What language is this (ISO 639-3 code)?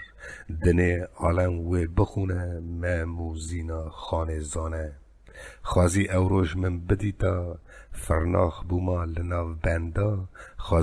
kur